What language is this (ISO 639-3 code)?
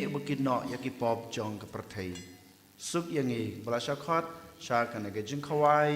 kha